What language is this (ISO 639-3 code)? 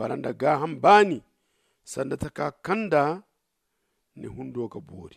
dje